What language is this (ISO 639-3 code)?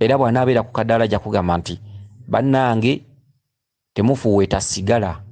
lug